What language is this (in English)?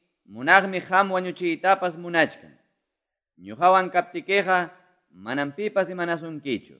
Quechua